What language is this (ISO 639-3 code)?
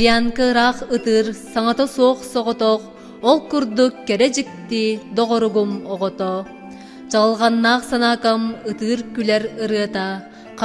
sah